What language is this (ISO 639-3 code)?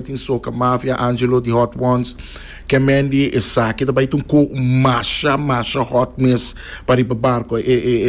pap